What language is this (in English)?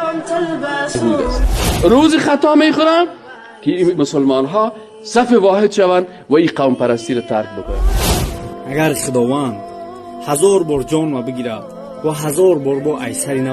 Persian